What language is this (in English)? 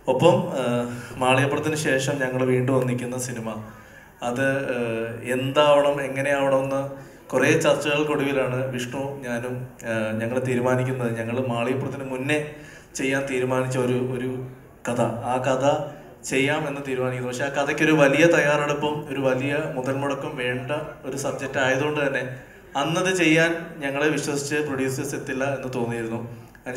Malayalam